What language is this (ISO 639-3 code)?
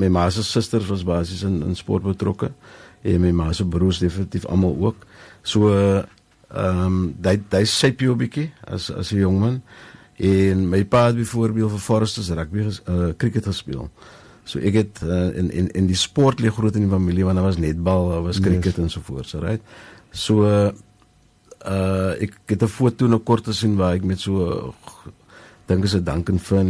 afr